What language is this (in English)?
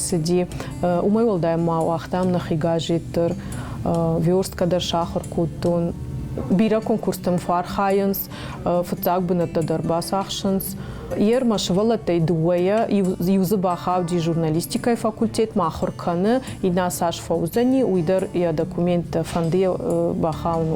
Ossetic